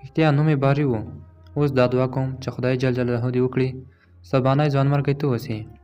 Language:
Pashto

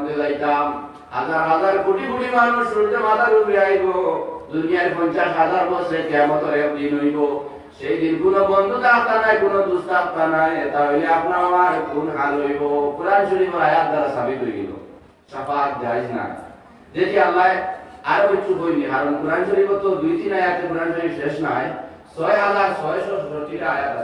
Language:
Sylheti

